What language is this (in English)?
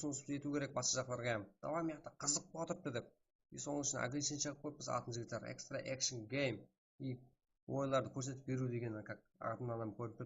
Kara-Kalpak